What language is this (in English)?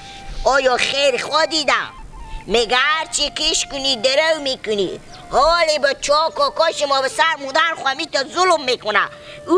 Hazaragi